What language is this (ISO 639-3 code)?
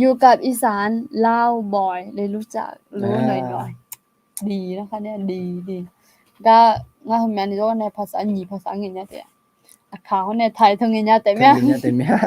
ahk